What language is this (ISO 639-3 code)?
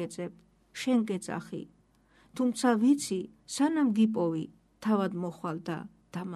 kat